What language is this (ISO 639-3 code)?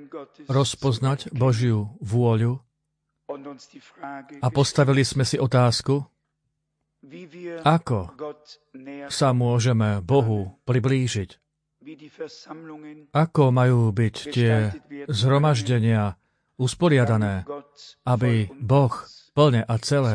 slk